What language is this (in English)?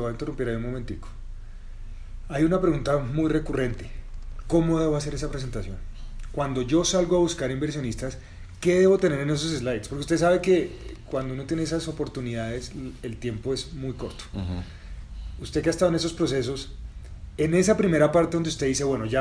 Spanish